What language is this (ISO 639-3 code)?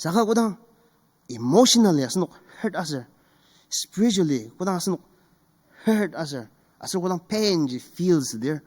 njo